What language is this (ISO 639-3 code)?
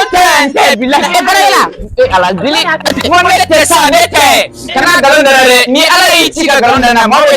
bam